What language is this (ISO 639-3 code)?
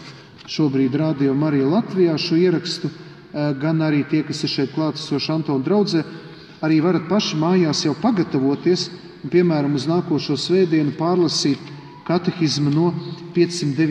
lav